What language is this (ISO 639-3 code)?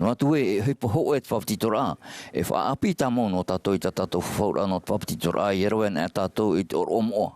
tah